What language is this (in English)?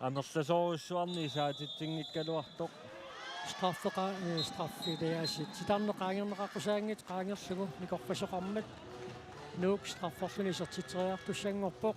Kalaallisut